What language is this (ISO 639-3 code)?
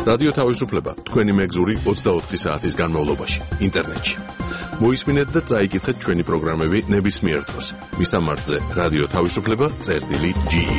kat